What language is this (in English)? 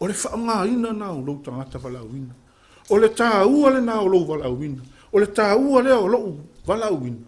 Samoan